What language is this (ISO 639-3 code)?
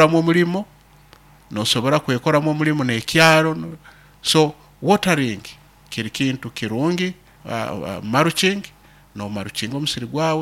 nyo